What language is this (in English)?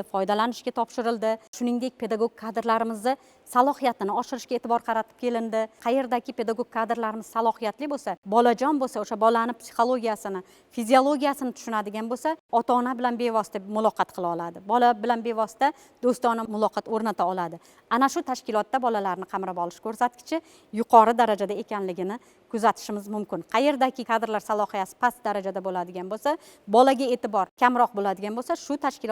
Uzbek